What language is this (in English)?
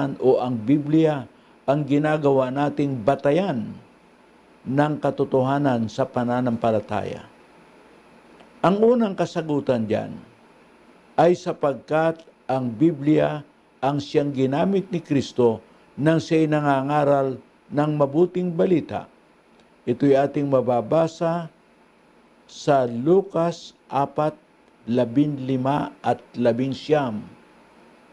Filipino